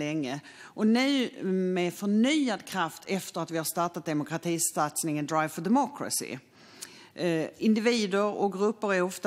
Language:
Swedish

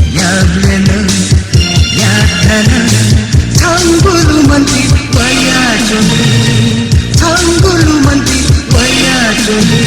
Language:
Newari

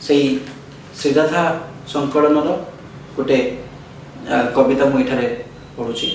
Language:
Odia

